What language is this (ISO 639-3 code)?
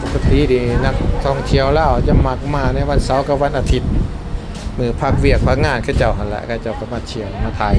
lao